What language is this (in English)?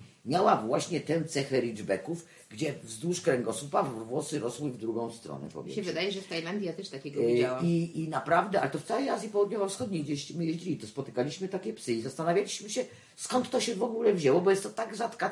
Polish